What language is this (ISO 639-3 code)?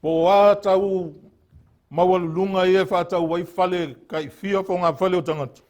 smo